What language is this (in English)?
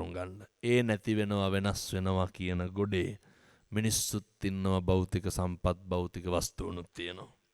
Sinhala